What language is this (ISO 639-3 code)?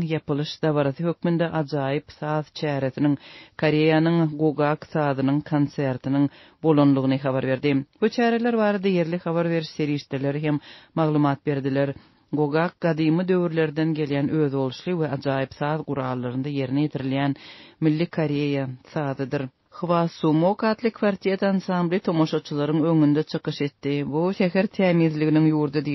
tuk